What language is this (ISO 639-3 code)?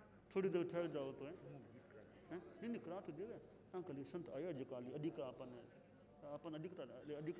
hin